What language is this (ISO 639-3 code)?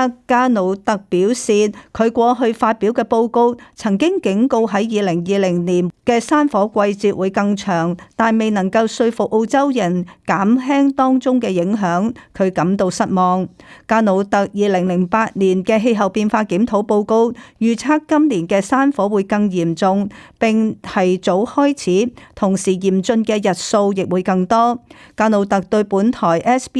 yue